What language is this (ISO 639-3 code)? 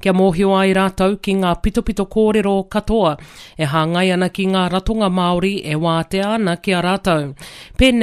mri